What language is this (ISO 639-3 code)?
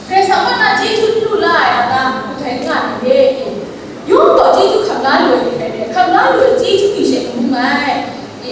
kac